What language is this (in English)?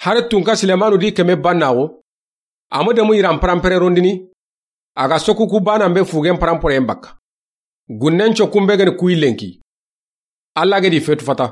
Soninke